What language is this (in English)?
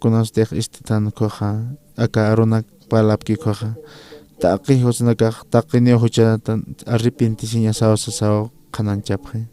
Aymara